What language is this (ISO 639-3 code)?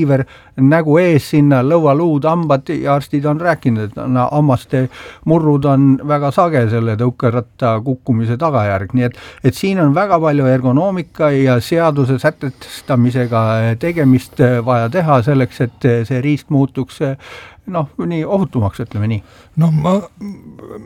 est